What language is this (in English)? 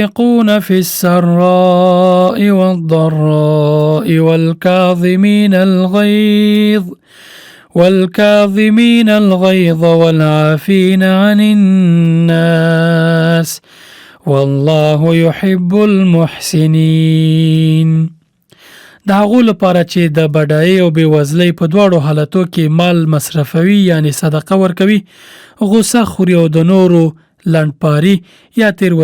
Pashto